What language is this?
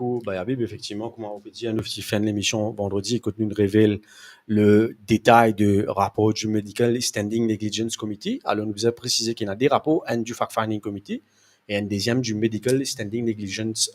Morisyen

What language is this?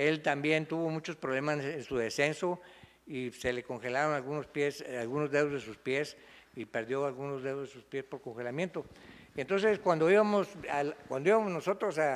Spanish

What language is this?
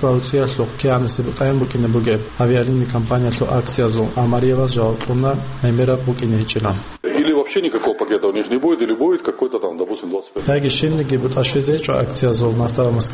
Avaric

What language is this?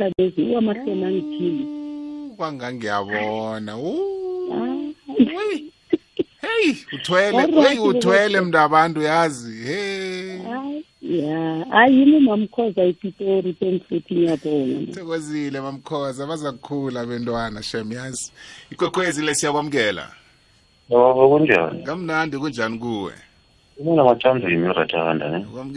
South Ndebele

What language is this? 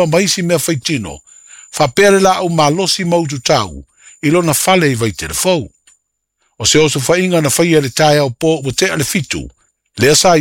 Samoan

